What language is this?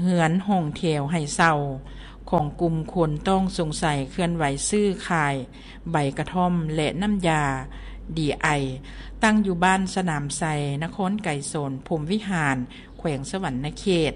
Lao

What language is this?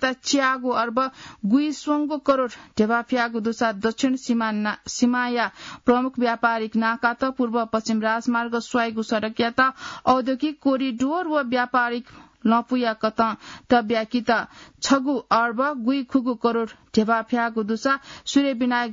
Newari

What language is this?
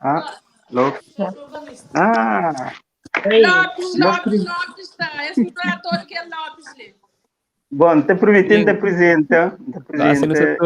Kabuverdianu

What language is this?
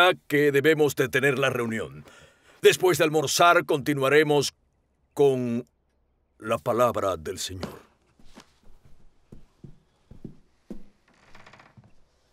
Spanish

